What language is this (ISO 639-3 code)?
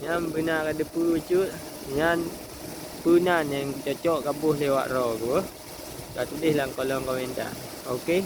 ace